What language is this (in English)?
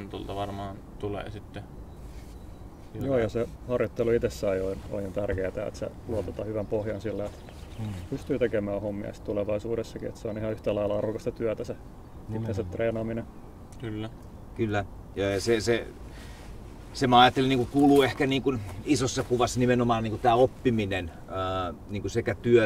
Finnish